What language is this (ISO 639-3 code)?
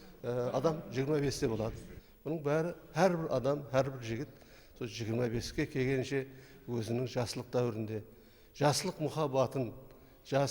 kaa